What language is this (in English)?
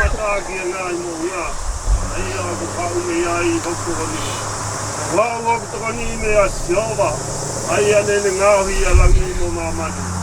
Tongan